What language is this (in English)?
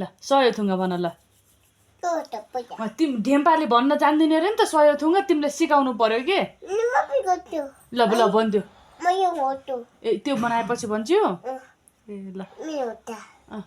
Nepali